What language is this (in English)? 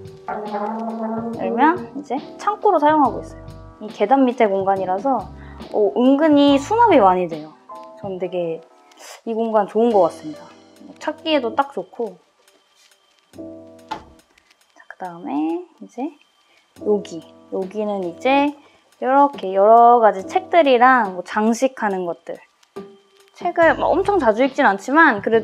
Korean